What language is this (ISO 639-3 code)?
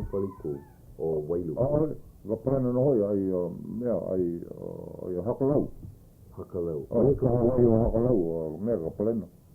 haw